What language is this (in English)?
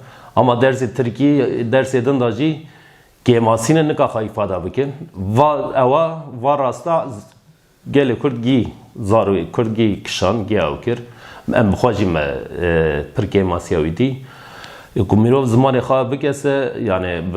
Kurdish